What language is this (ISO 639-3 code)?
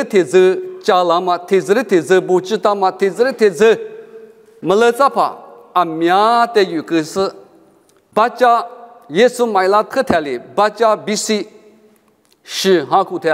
lis